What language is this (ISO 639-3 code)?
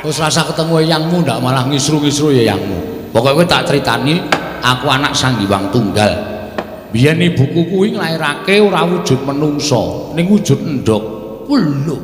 jav